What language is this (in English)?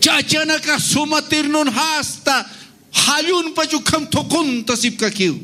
Aymara